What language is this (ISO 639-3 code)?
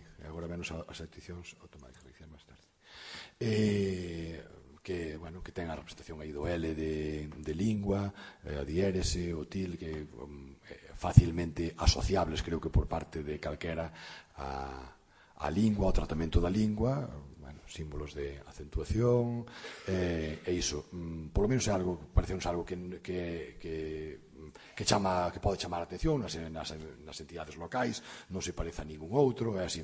glg